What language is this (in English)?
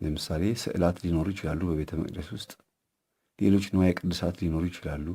Amharic